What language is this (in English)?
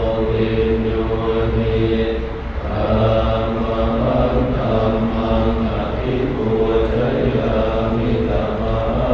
Pali